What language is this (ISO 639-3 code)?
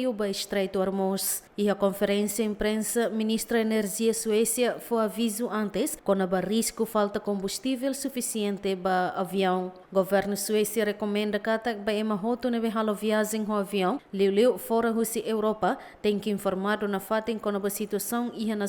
tet